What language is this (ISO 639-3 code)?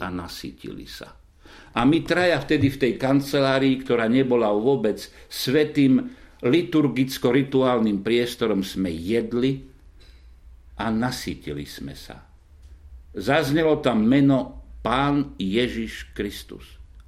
slk